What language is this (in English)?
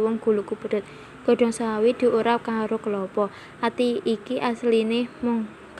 Javanese